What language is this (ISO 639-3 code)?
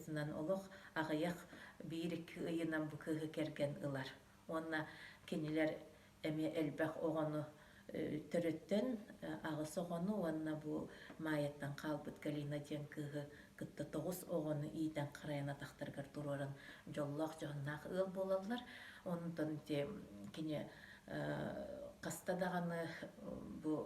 sah